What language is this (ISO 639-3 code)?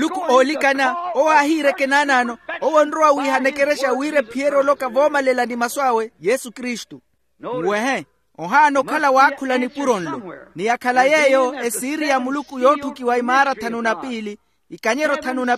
vmw